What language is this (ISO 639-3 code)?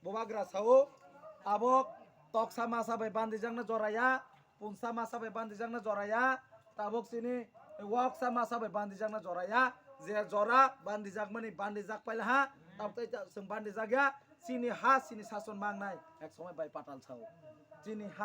trp